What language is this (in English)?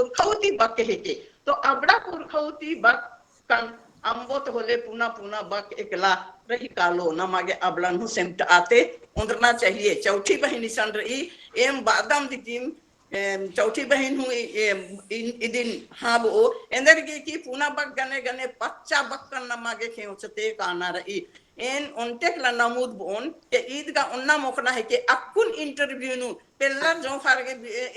Kurukh